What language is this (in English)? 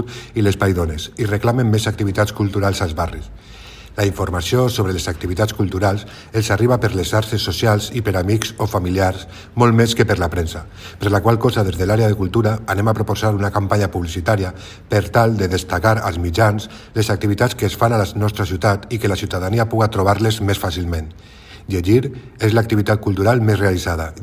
Catalan